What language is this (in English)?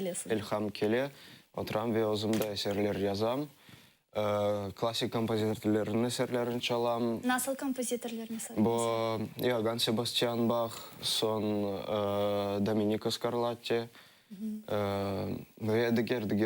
Crimean Tatar